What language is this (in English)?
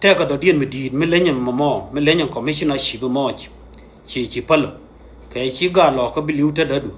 Nuer